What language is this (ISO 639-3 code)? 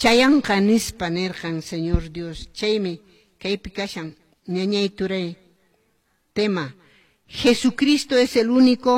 que